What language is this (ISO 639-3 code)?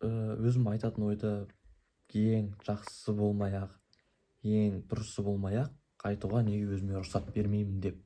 kaz